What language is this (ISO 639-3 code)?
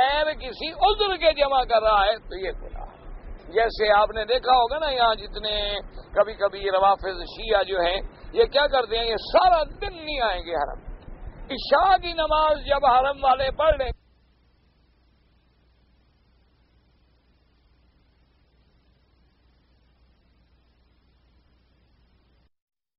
urd